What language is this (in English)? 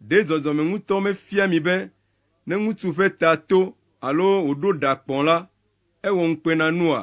Ewe